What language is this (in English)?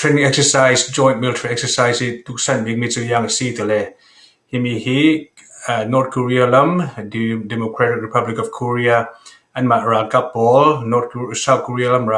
Falam Chin